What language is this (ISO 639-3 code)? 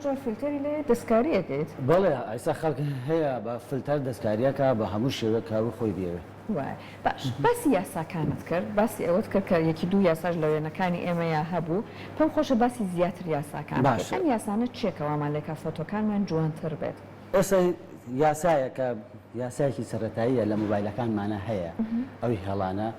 ckb